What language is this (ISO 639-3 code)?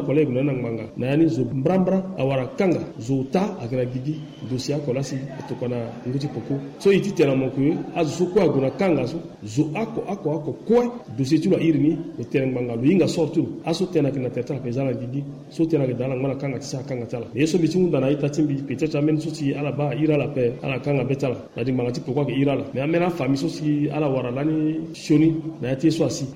sag